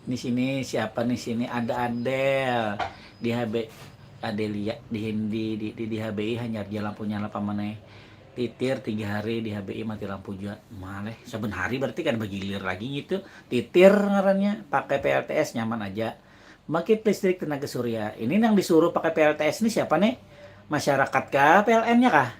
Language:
Banjar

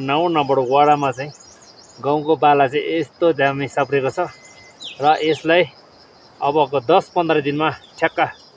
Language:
Nepali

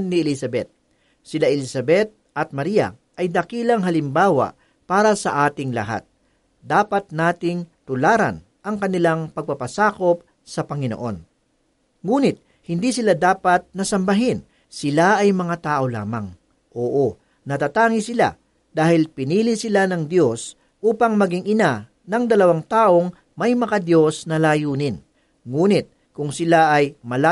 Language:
Filipino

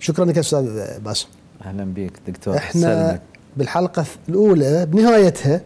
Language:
Mesopotamian Arabic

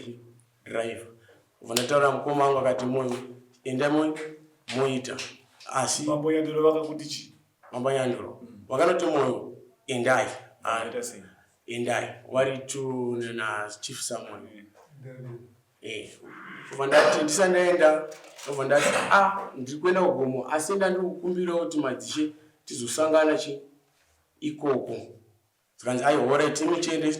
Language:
Shona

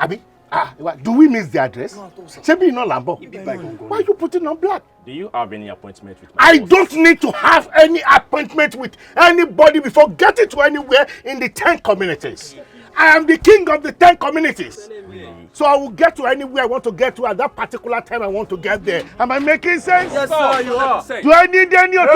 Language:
Yoruba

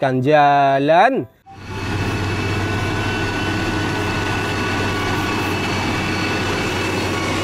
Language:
Indonesian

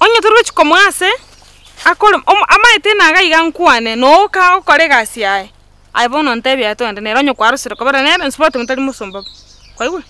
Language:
Gusii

